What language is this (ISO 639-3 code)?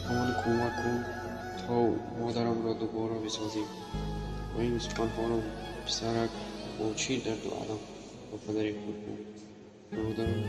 tgk